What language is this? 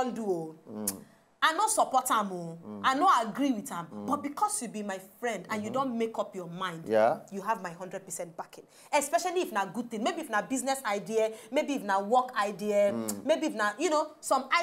Nigerian Pidgin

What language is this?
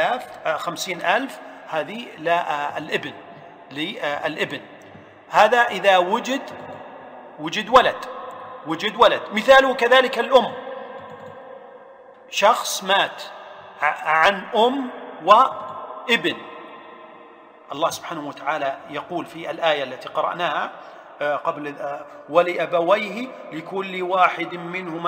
Arabic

